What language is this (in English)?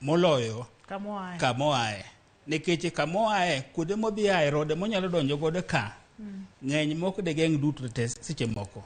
Luo (Kenya and Tanzania)